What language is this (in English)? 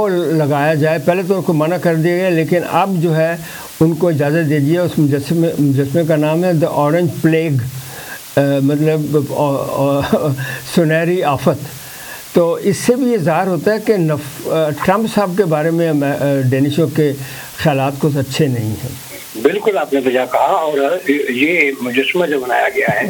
Urdu